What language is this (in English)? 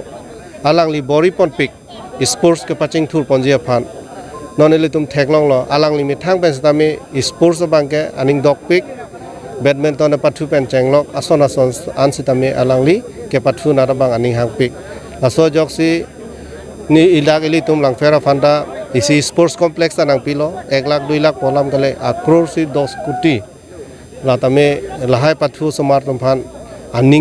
Karbi